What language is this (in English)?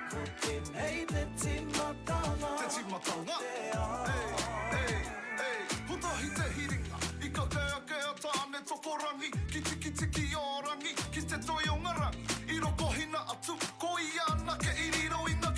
Māori